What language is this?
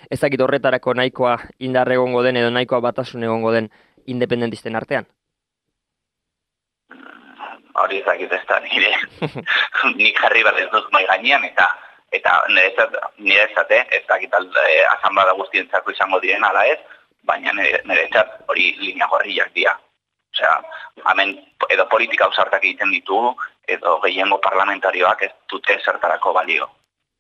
Basque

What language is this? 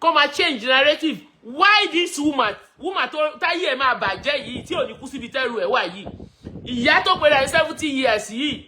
Yoruba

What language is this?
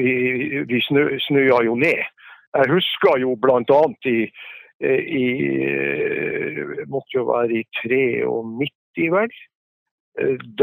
Norwegian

